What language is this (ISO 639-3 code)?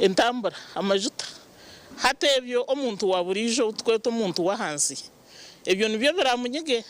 nyn